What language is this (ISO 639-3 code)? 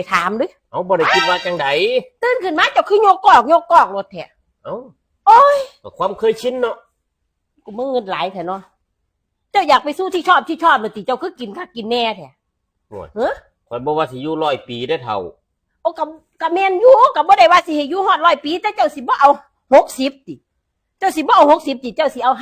lao